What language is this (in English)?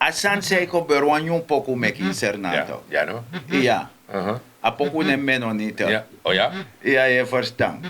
Sranan Tongo